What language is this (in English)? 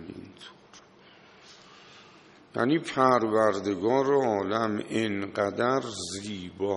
Persian